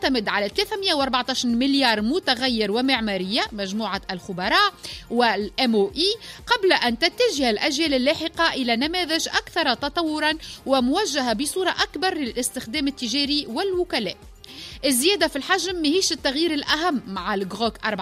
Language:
Tunisian Arabic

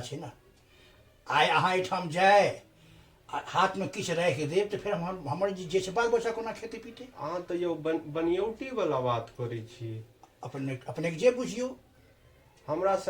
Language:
Maithili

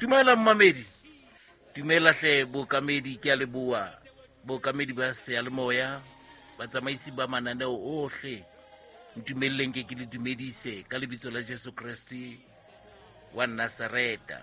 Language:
Southern Sotho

